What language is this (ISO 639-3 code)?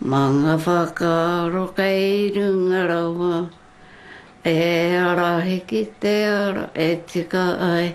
mri